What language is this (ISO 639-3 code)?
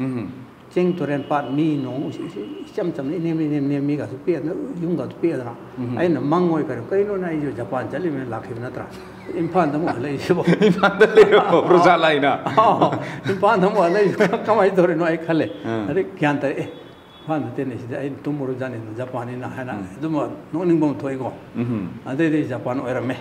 mni